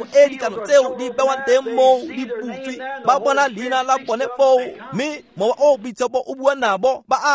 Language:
Tswana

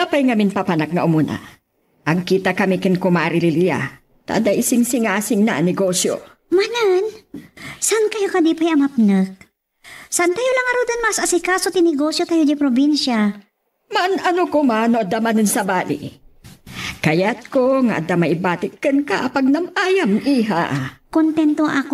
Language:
Iloko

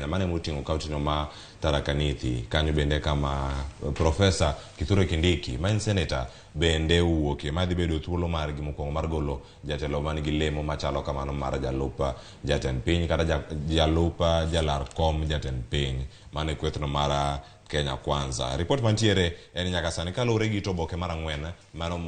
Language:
Luo (Kenya and Tanzania)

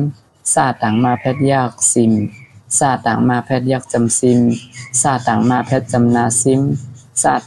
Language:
Shan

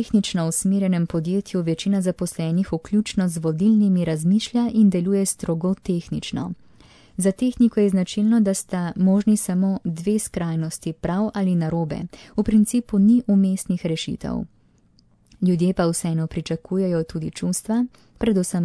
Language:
Slovenian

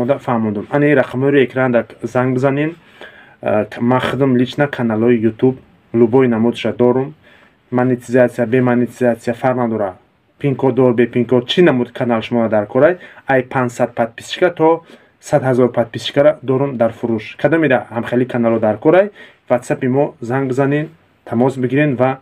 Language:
Tajik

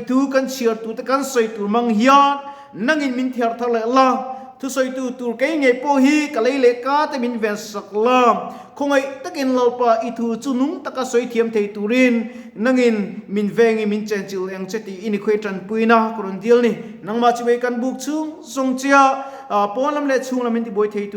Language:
Mizo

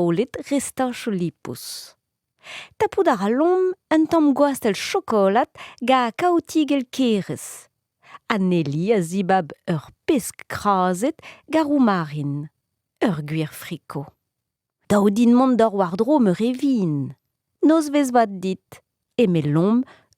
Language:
Breton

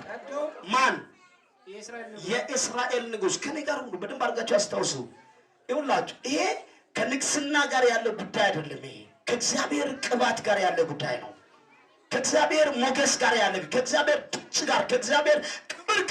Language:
Amharic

